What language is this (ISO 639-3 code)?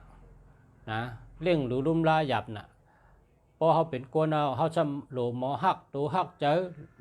shn